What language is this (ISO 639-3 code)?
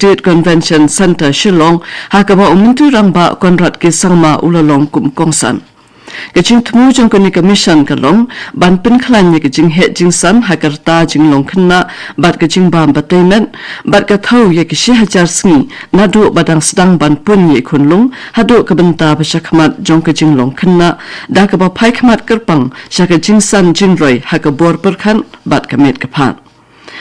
kha